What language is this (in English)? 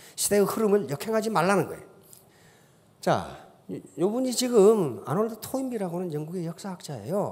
Korean